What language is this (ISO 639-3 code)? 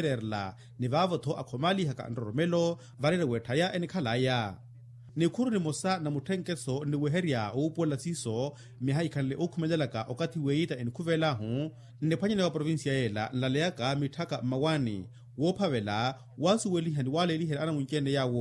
vmw